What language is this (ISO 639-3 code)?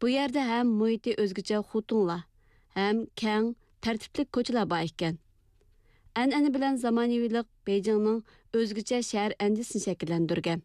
uig